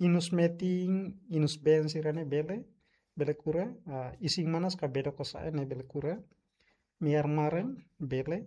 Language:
Tetum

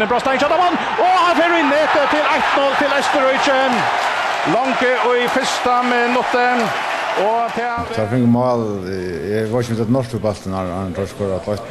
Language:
Faroese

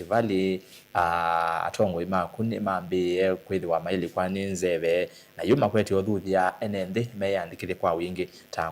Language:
Kamba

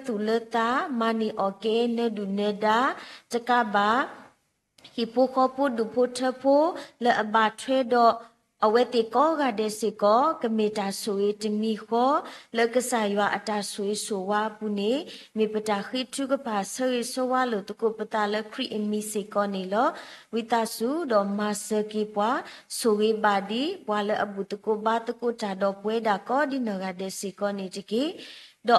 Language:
S'gaw Karen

